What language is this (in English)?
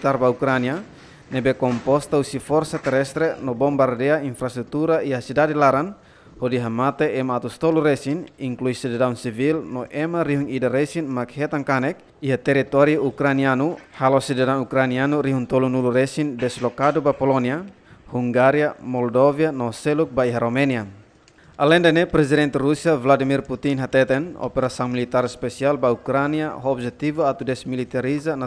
Tetum